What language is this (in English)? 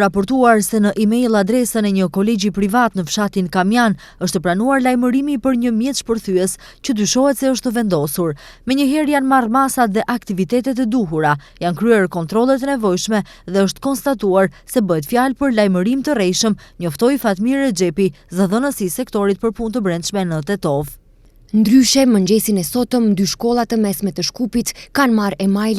Albanian